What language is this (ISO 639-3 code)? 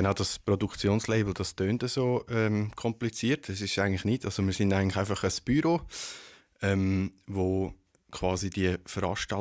gsw